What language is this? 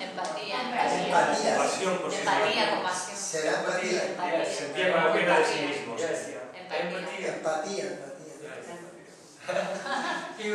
Galician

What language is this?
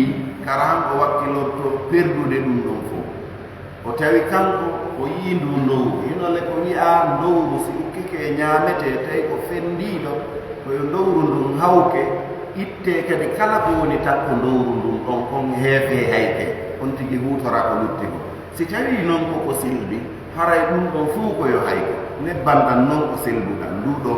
Fula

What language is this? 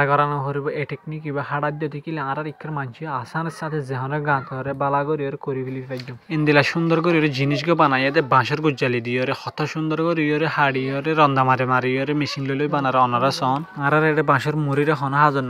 Rohingya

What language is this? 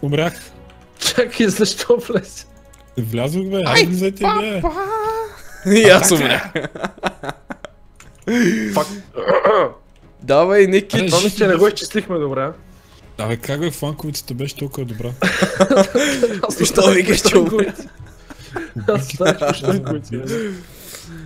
Bulgarian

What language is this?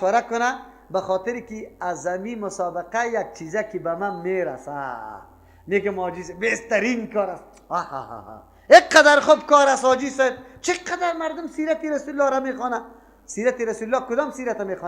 Persian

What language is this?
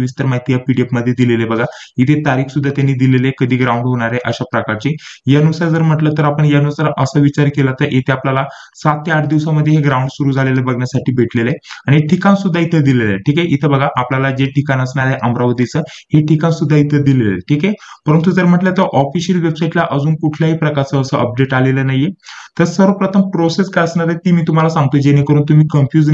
Marathi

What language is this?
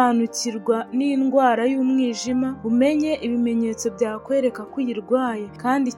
Kinyarwanda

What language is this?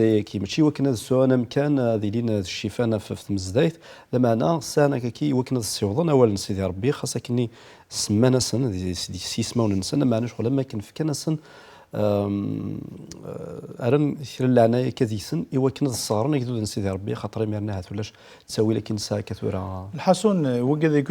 Kabyle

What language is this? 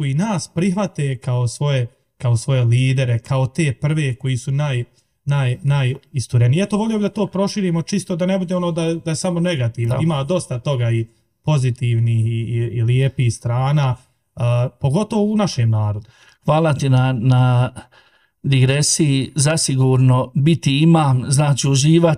Bosnian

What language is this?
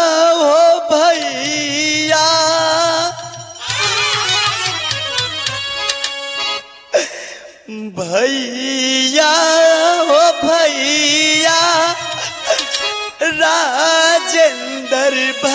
Bhojpuri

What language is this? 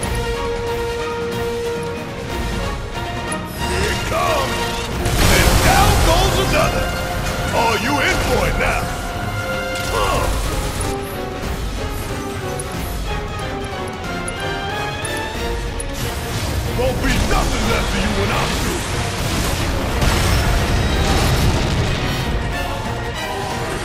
English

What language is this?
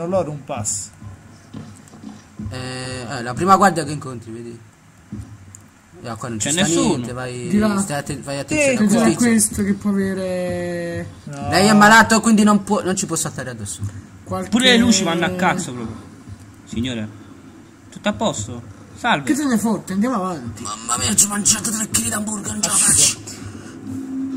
Italian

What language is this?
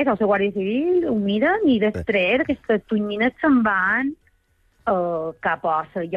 Catalan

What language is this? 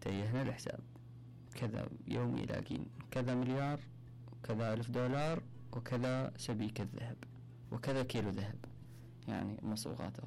Mesopotamian Arabic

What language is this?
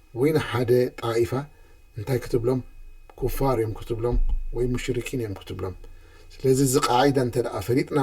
Tigrinya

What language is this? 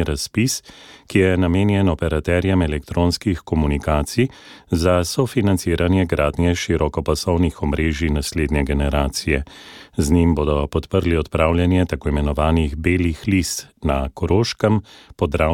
Slovenian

